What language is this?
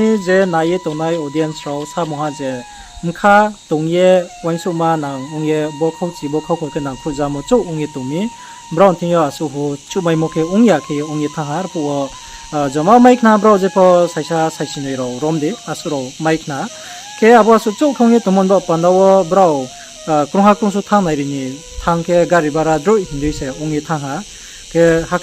Riang (India)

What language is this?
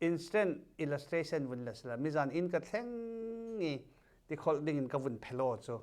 Falam Chin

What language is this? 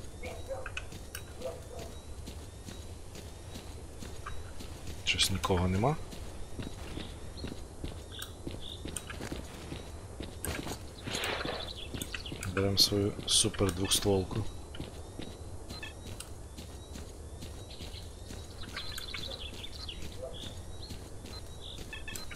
Ukrainian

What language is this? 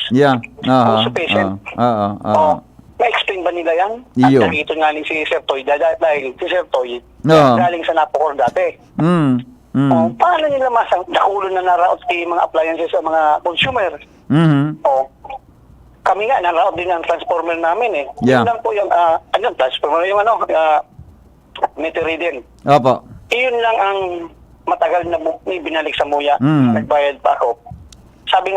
Bikol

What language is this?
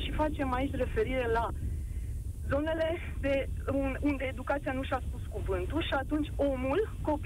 Romanian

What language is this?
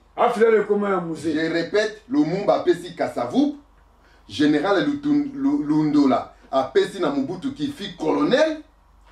Lingala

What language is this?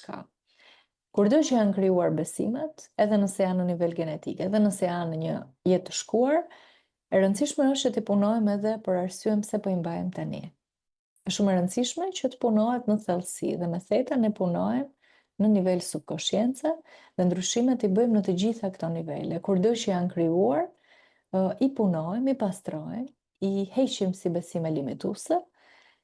Albanian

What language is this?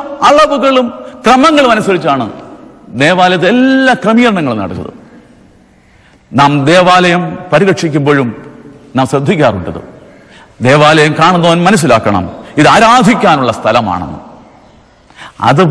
Malayalam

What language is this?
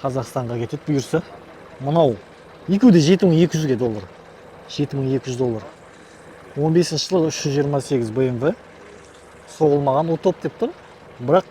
Kazakh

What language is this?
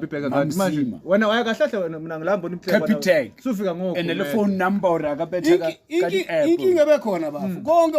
Zulu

